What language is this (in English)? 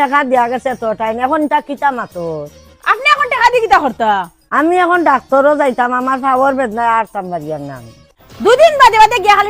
Sylheti